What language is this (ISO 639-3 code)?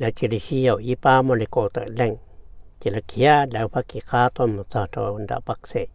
hmn